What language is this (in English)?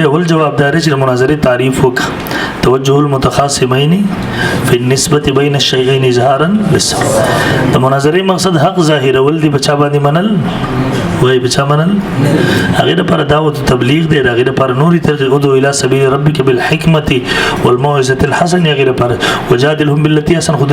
Pashto